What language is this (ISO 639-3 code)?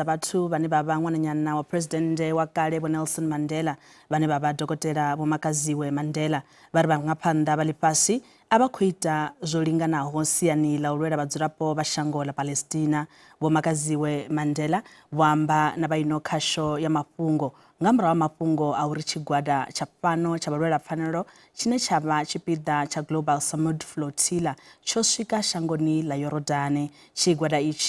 ven